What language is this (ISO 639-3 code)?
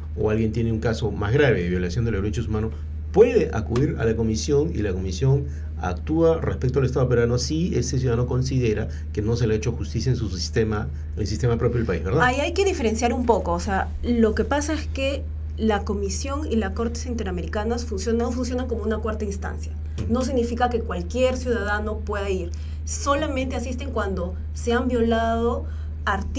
spa